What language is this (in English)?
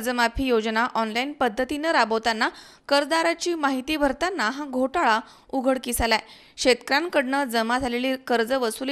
Marathi